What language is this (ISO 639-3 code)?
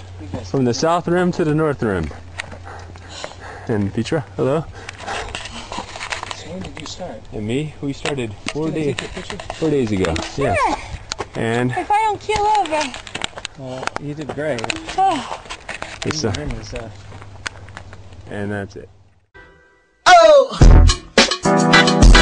eng